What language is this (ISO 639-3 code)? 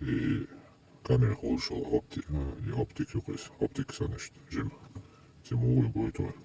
che